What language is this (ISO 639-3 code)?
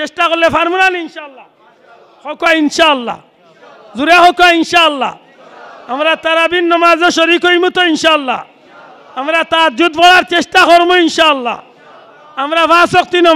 syl